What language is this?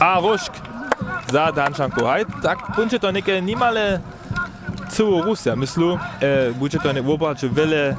Upper Sorbian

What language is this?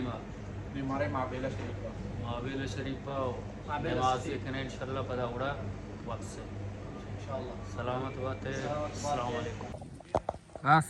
Baluchi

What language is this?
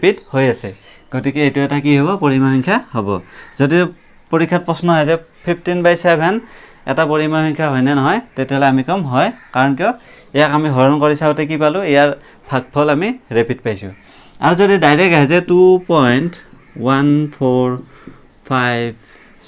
Assamese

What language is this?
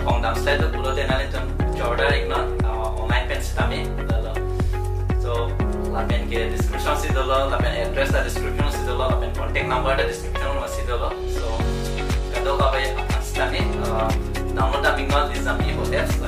Karbi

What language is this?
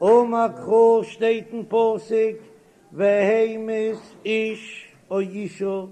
Yiddish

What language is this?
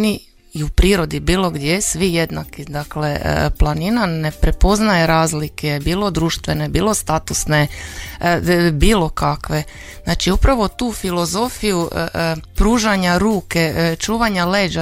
Croatian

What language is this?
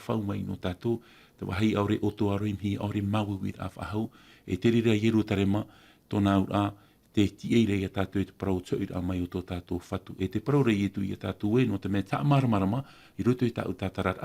Tahitian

